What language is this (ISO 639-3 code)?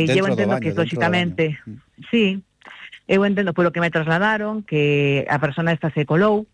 glg